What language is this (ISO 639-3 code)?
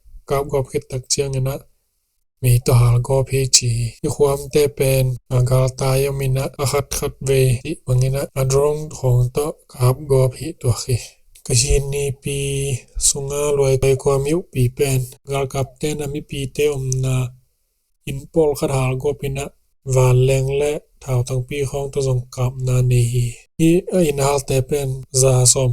ctd